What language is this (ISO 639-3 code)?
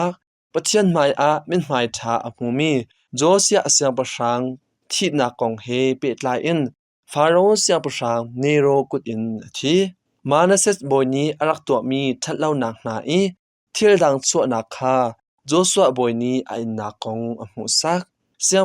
cnh